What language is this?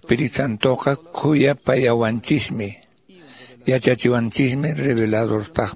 Quechua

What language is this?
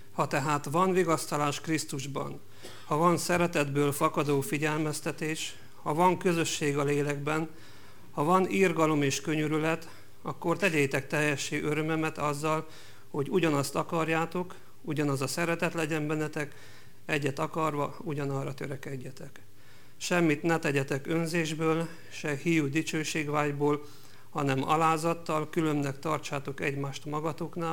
Hungarian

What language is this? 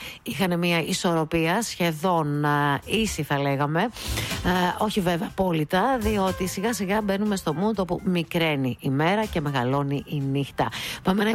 Greek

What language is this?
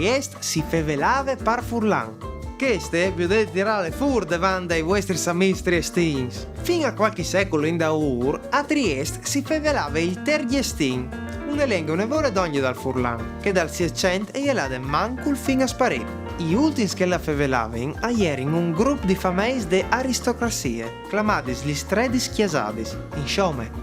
Friulian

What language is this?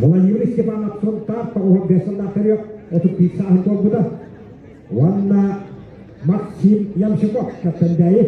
Yakut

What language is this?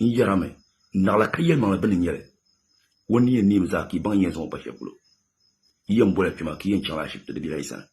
Dagbani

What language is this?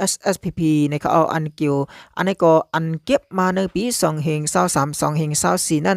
Shan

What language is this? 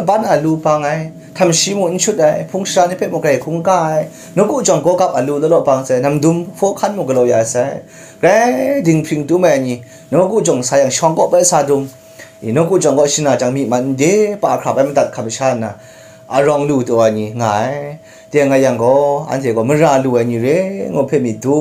Kachin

